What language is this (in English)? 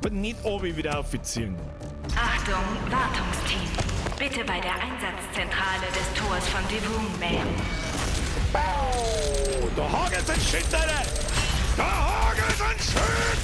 Bavarian